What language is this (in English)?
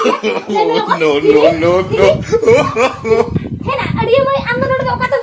Santali